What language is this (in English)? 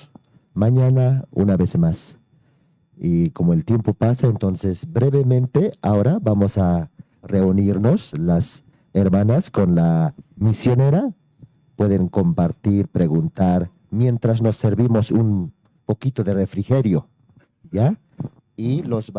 Aymara